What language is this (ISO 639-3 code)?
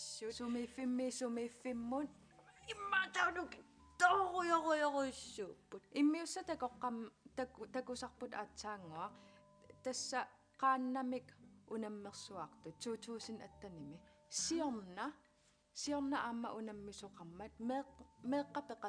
kal